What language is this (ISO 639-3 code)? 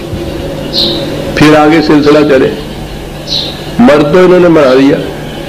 urd